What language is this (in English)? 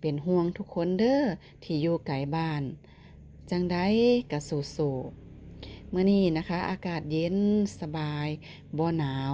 Northeastern Thai